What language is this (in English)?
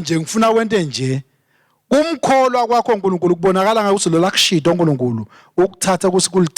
Swati